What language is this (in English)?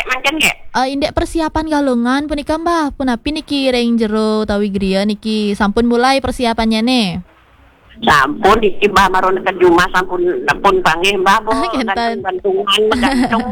Balinese